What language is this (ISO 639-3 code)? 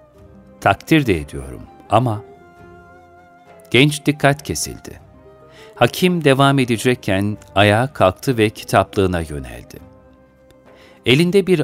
tur